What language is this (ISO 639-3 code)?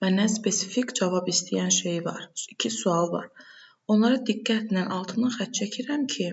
aze